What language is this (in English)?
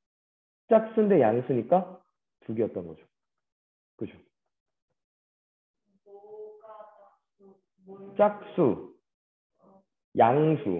Korean